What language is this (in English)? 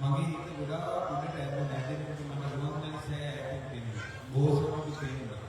Sinhala